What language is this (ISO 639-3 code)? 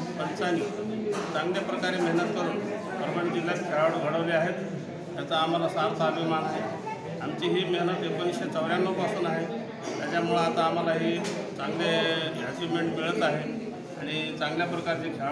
mar